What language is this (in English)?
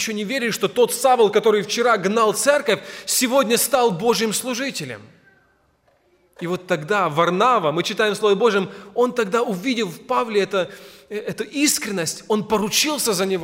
Russian